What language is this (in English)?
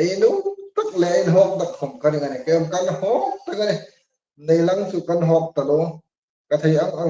Hmar